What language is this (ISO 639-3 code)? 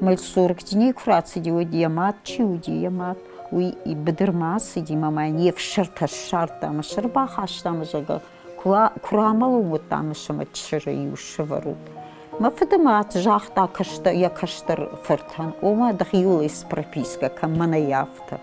oss